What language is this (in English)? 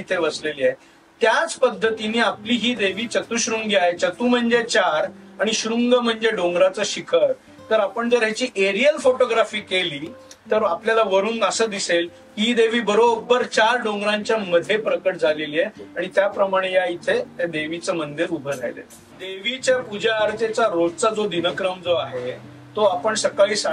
Marathi